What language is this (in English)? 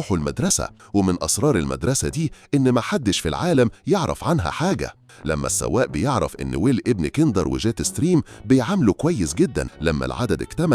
Egyptian Arabic